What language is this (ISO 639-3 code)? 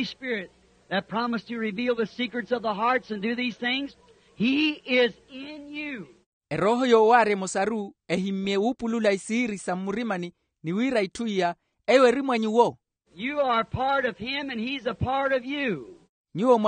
vmw